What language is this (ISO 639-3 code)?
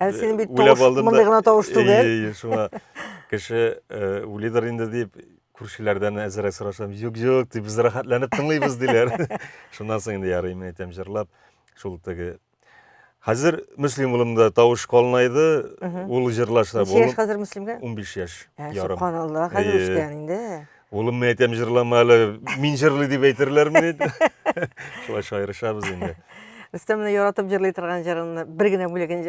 tat